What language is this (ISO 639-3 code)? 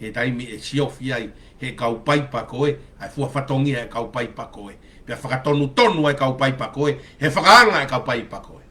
ton